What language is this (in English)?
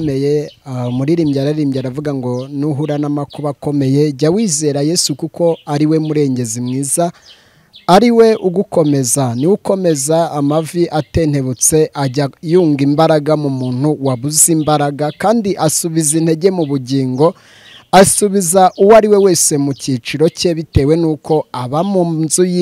Kinyarwanda